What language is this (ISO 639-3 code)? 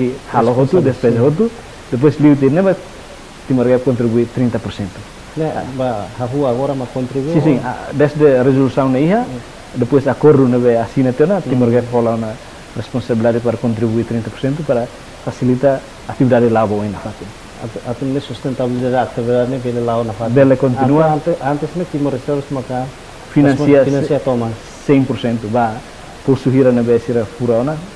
tet